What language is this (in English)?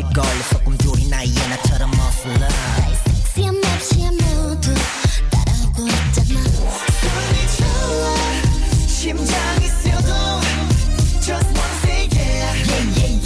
Korean